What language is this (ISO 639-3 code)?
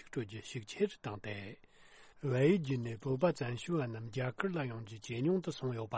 bod